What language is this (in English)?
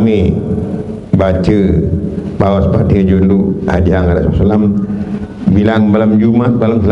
Sasak